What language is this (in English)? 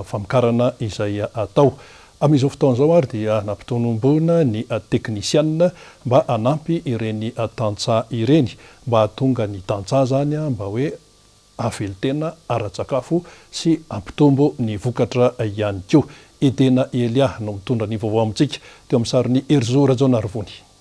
Malagasy